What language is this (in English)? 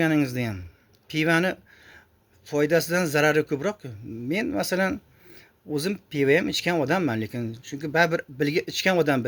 Uzbek